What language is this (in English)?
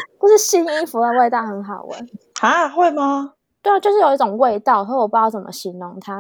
Chinese